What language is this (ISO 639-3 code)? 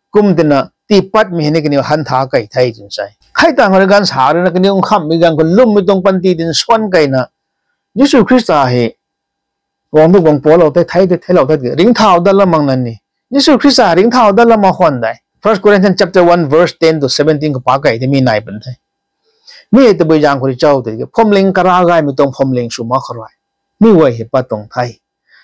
nbu